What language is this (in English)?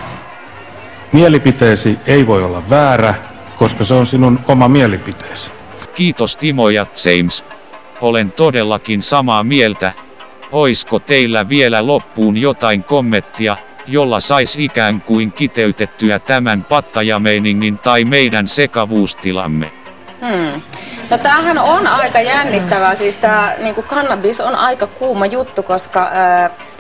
Finnish